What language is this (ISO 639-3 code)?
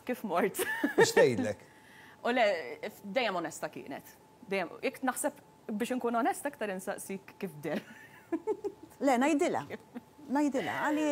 mlt